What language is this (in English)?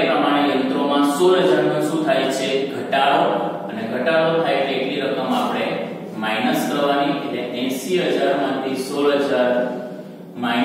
Gujarati